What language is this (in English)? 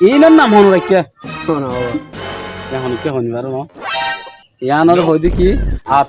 Rohingya